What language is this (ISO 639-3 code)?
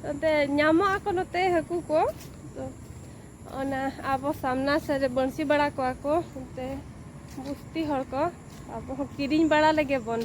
sat